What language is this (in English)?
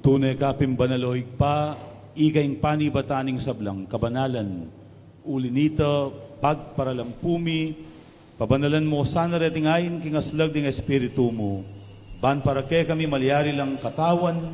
Pampanga